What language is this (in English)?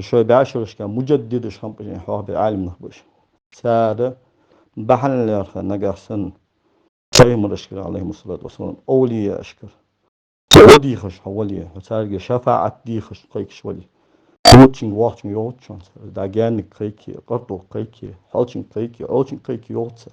Ingush